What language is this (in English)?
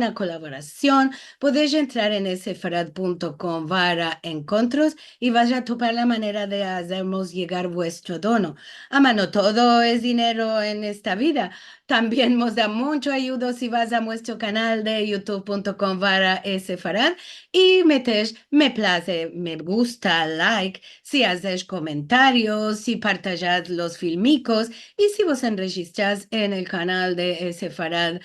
Ladino